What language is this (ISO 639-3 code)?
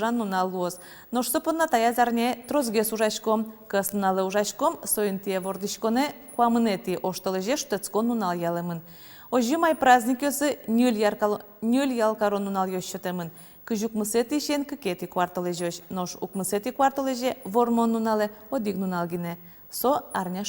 udm